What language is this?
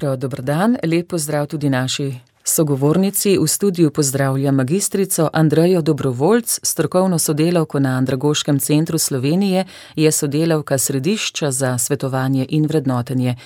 Slovenian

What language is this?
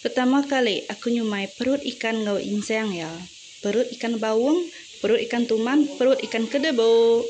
Iban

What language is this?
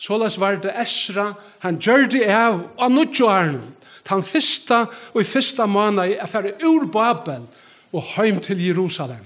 Faroese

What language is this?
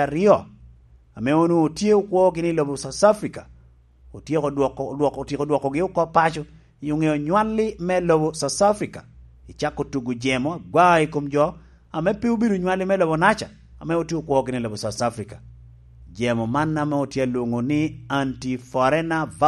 Lango (Uganda)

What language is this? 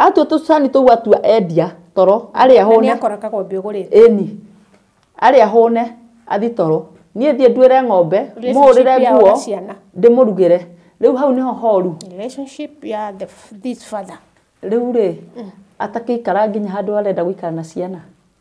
Kikuyu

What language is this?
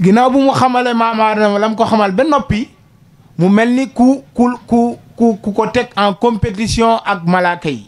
Wolof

